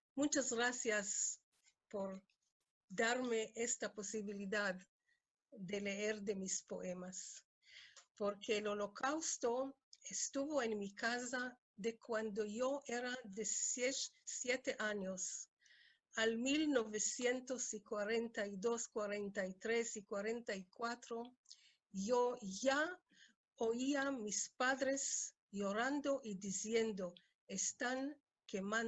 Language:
Ladino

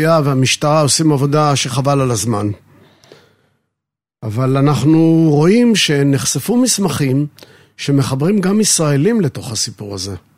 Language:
Hebrew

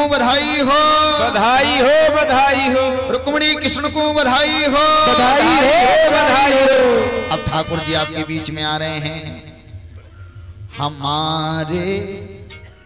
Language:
Hindi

